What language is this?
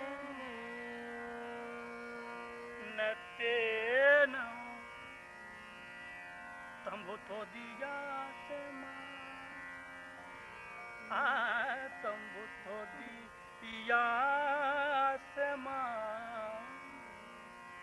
Hindi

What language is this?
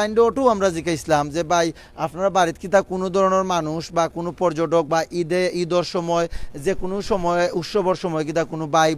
Sylheti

